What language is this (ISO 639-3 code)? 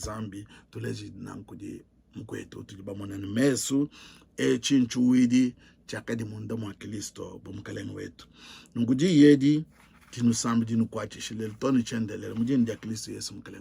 lua